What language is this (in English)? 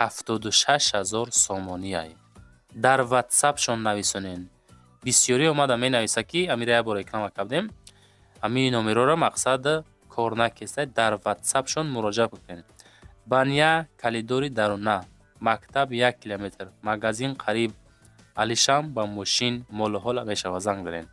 Tajik